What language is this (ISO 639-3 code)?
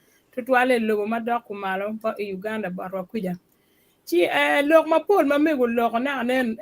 ach